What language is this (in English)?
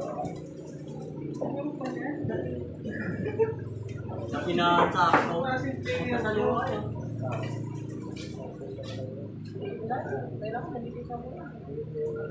Filipino